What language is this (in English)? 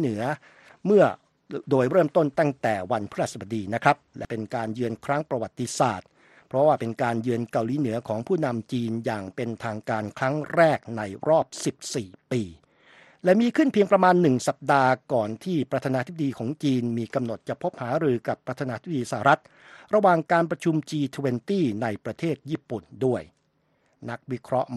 Thai